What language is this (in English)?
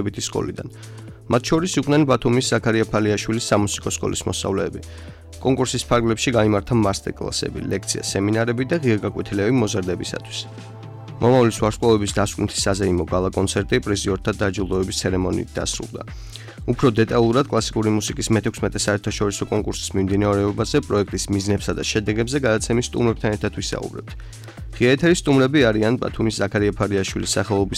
Georgian